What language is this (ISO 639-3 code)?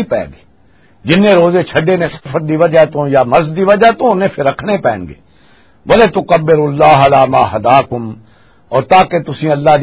lah